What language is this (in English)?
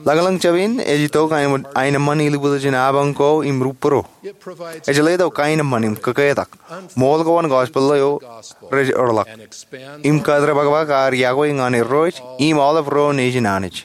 Marshallese